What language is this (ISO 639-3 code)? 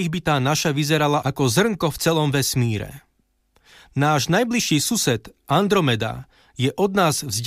slk